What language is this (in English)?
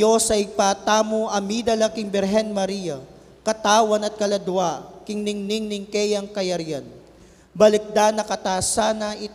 Pampanga